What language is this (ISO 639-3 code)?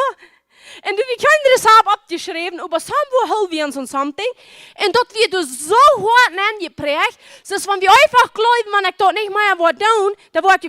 pdt